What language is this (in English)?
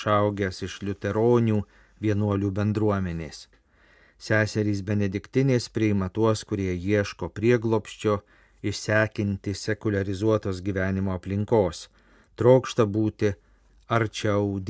Lithuanian